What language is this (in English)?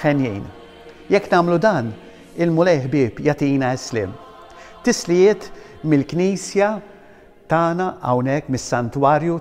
Maltese